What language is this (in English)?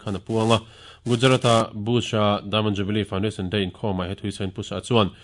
Mizo